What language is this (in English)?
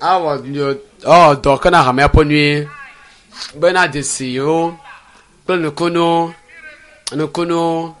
Ewe